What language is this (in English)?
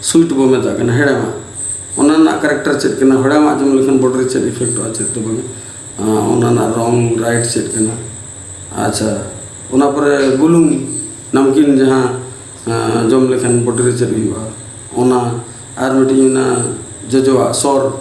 Santali